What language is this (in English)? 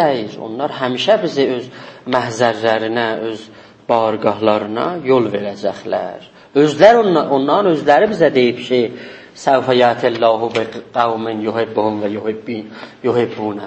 South Azerbaijani